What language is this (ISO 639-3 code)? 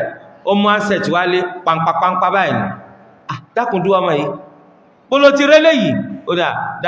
yor